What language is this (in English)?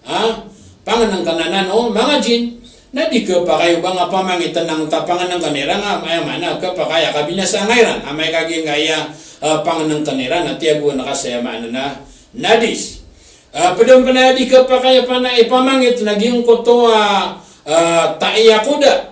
Maranao